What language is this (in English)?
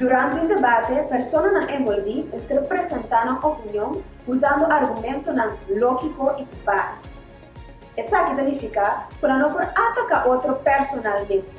Papiamento